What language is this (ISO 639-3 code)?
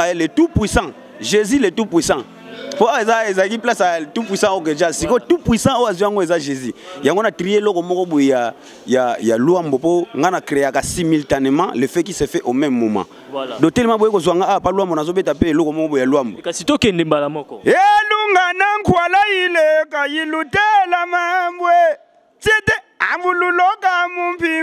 lin